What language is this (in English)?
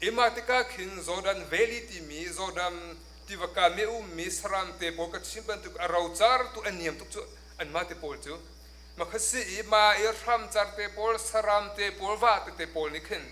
Hakha Chin